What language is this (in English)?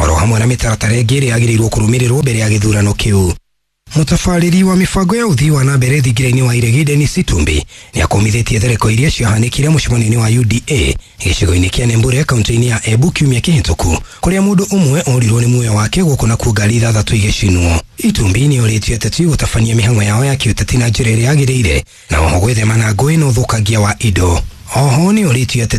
Kikuyu